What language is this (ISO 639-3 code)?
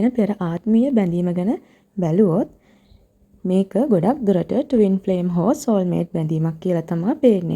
sin